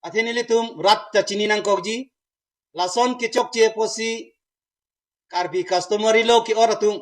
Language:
Karbi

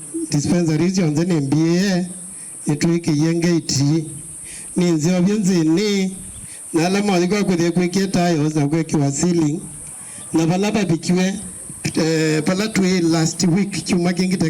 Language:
Kamba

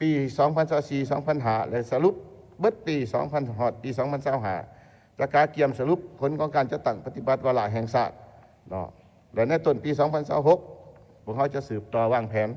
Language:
Lao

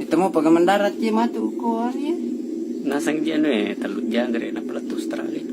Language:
Buginese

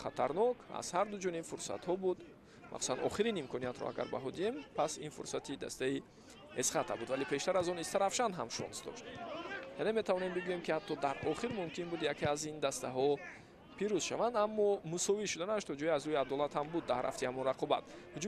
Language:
Tajik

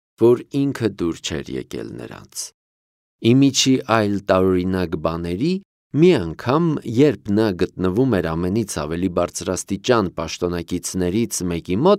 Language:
Armenian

